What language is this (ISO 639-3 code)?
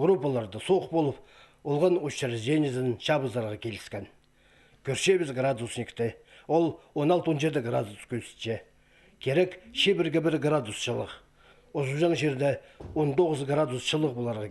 kjh